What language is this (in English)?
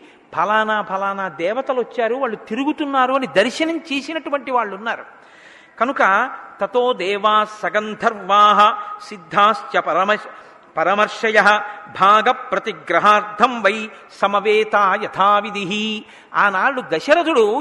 Telugu